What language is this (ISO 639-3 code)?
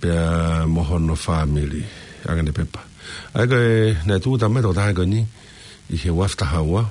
ton